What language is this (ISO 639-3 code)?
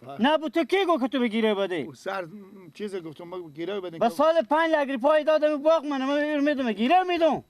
fas